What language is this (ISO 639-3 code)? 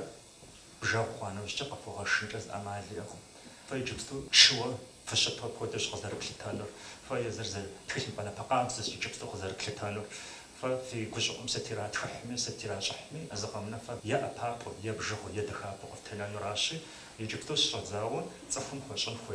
kbd